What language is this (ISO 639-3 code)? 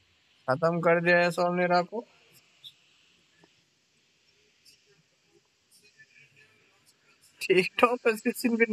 hin